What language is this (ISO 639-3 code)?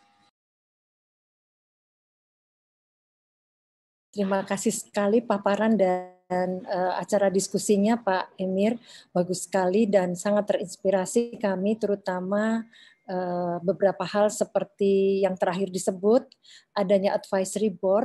ind